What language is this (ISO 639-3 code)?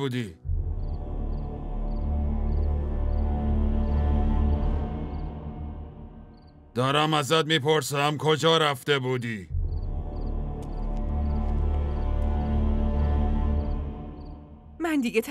fas